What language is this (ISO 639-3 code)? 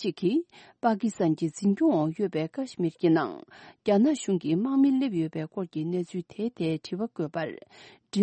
bod